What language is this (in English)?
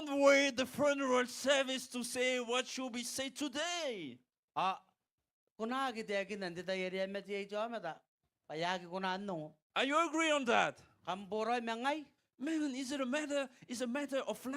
Gilbertese